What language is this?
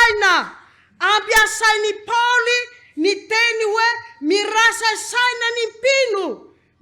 Malagasy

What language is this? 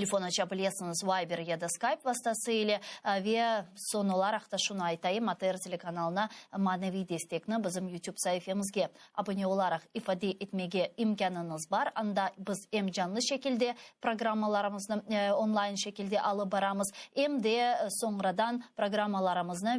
Crimean Tatar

